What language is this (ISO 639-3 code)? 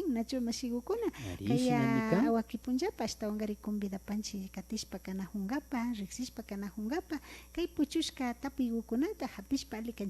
qvi